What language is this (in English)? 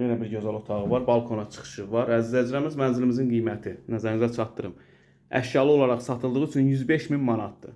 Azerbaijani